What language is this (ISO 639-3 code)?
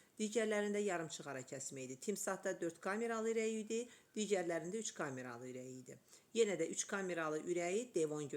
aze